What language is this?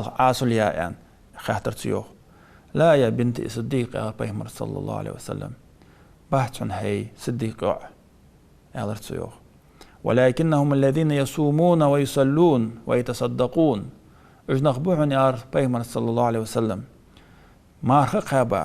Ingush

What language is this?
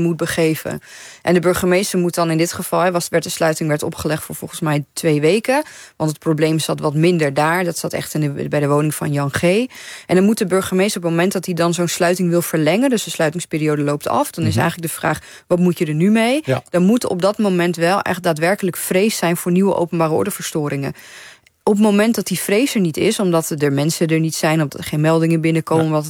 Dutch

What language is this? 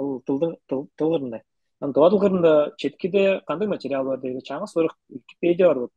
Tuvinian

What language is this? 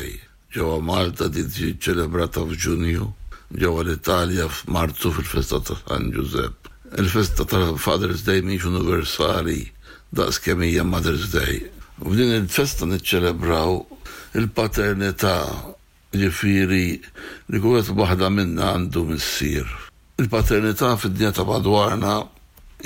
Maltese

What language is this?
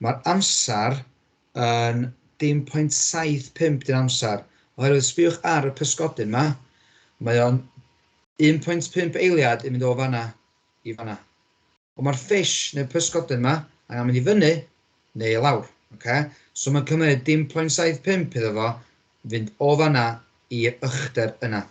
Welsh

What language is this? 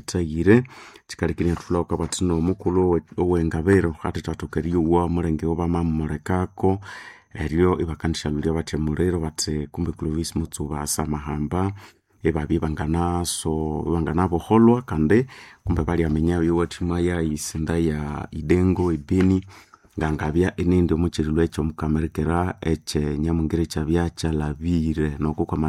Nande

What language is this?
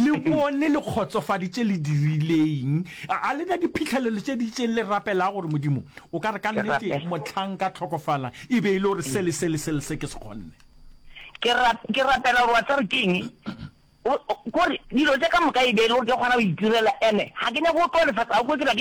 Northern Sotho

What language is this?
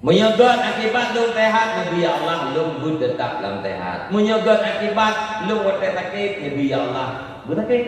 Achinese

